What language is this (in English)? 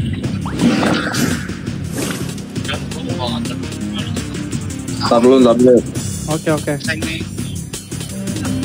Indonesian